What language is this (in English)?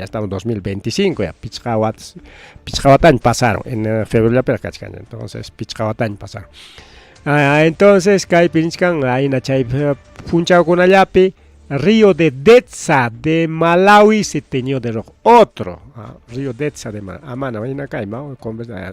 Ayacucho Quechua